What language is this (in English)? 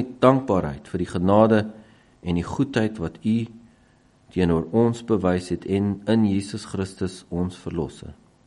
Afrikaans